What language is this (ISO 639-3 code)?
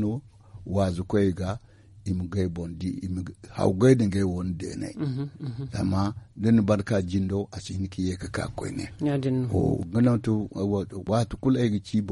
dje